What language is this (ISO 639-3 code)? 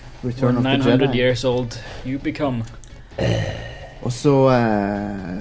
nor